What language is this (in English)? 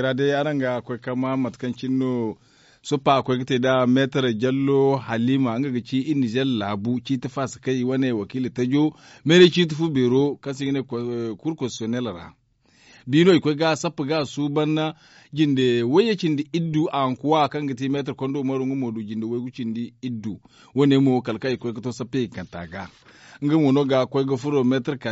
Zarma